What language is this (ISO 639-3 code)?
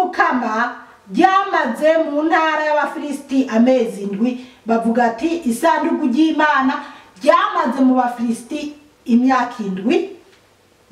run